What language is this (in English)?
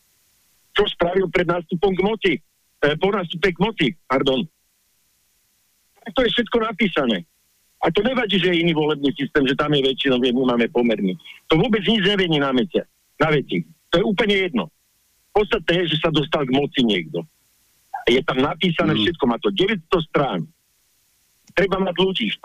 Slovak